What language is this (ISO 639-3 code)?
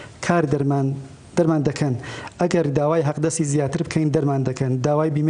ckb